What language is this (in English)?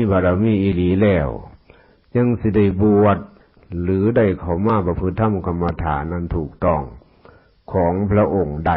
Northeastern Thai